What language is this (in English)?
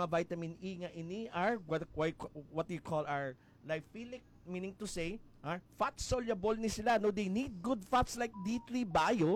Hiligaynon